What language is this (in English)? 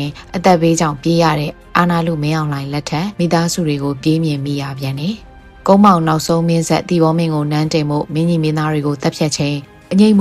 Burmese